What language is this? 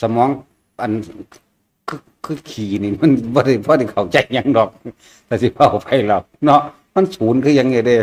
Northeastern Thai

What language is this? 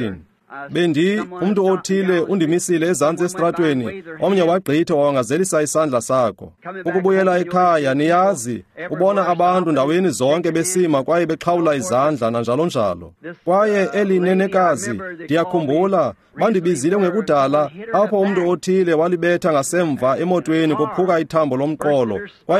Xhosa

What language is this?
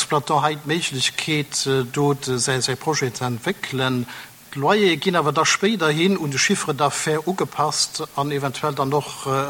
Luxembourgish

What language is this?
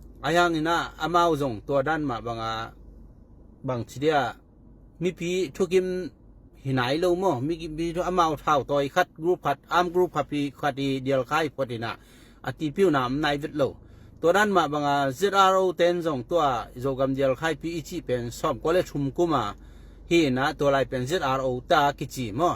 Tedim Chin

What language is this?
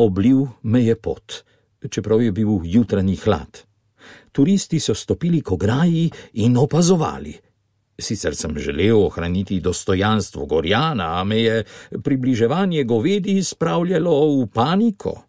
Slovenian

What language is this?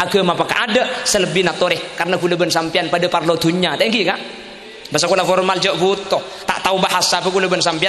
Madurese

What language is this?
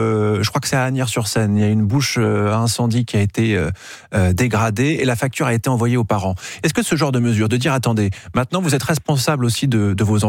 French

